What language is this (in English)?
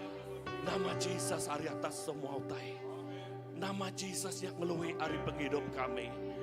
Iban